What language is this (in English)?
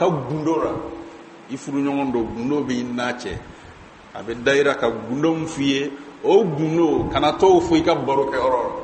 Bambara